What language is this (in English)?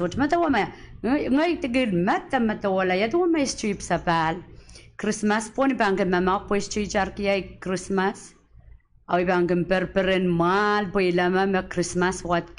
Pohnpeian